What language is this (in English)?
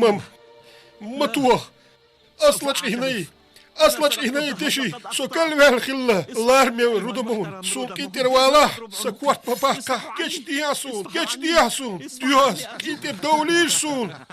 Chechen